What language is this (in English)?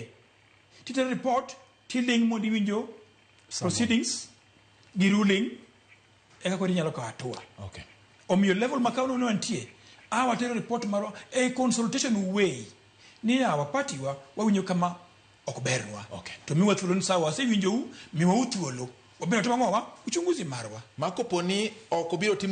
Luo (Kenya and Tanzania)